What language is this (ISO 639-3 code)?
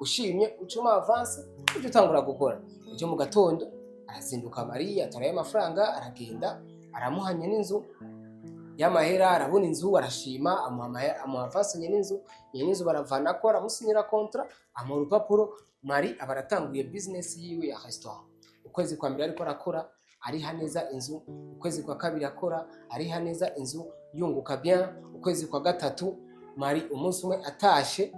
run